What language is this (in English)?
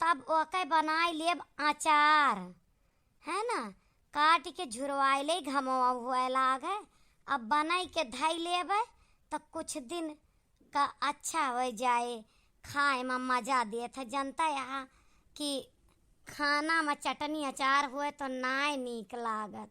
Awadhi